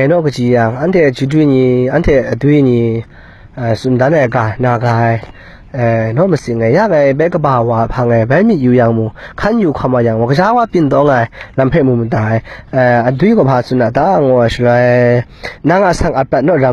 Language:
Kachin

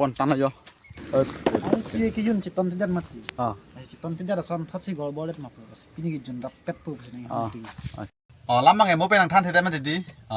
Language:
Karbi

